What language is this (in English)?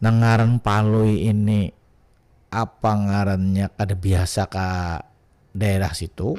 Banjar